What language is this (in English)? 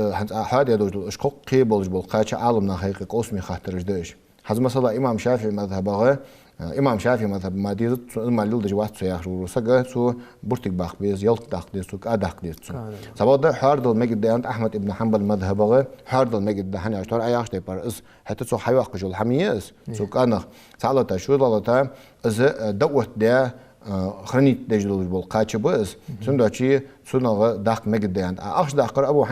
Ingush